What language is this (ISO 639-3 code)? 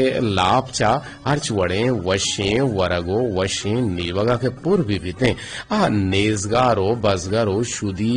bgp